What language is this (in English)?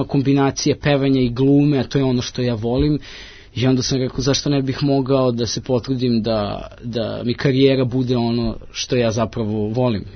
Serbian